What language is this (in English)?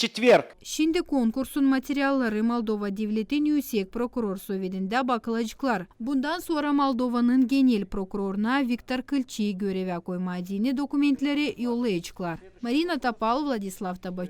Gagauz